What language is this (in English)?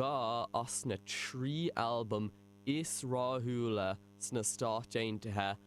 Irish